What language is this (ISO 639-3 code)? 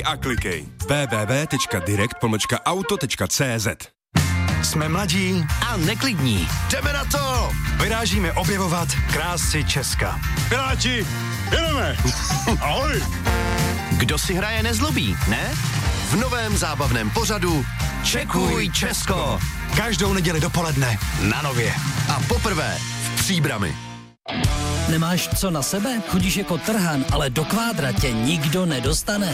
ces